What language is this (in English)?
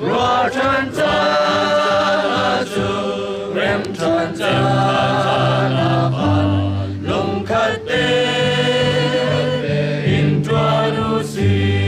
Hakha Chin